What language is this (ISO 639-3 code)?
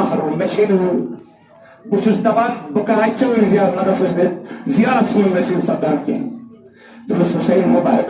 kas